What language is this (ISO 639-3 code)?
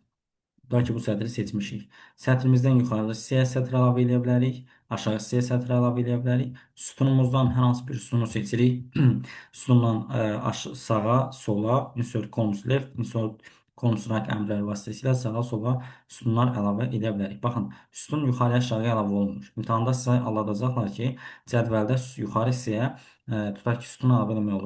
aze